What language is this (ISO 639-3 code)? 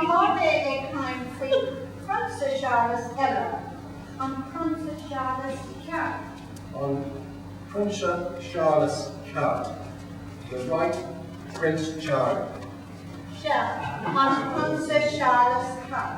gle